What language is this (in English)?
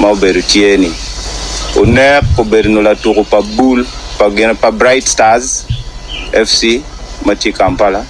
Acoli